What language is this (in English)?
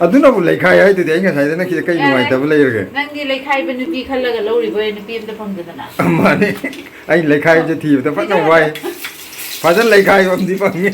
Manipuri